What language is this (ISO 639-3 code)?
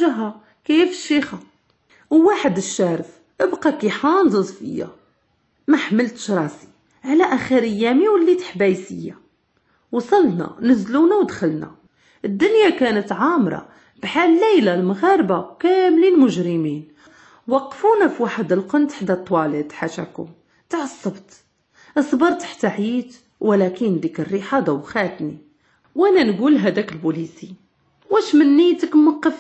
ary